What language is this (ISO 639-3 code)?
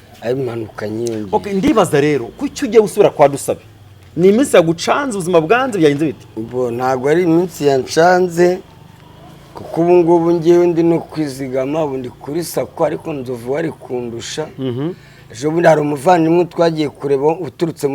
kin